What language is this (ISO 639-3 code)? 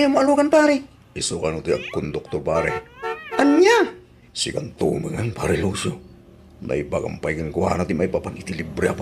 ilo